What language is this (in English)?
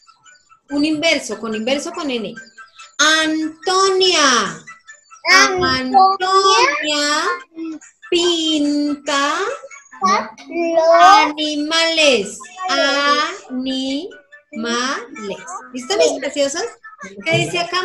Spanish